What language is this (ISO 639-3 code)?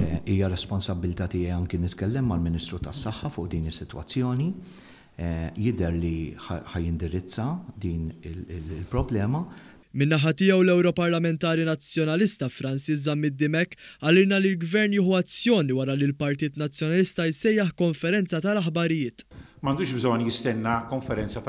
mlt